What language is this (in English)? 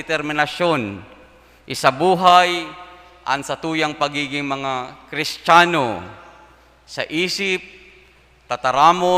Bikol